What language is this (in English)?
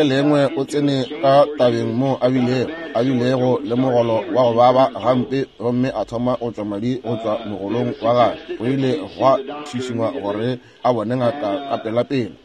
Northern Sotho